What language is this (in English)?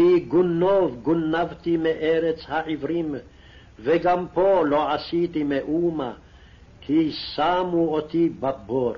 Hebrew